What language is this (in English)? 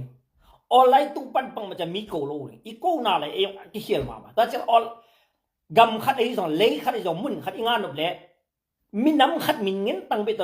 Tedim Chin